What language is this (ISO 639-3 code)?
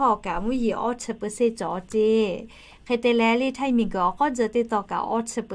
lhu